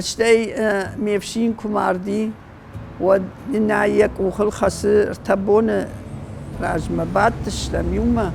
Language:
Ossetic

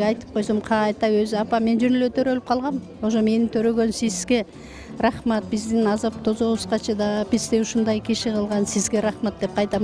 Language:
Kyrgyz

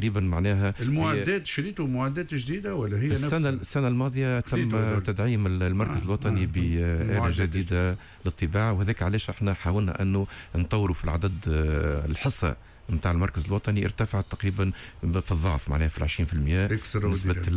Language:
Tunisian Arabic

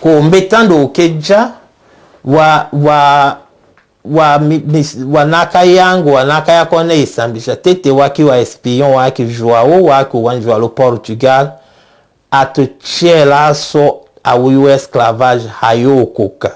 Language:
Tetela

